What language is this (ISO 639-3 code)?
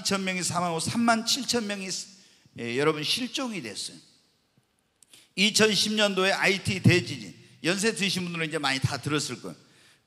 kor